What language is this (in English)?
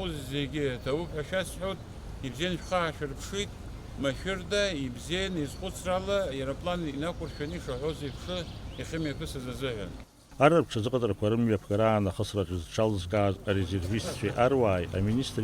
Abkhazian